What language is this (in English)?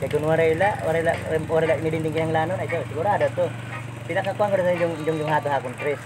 Waray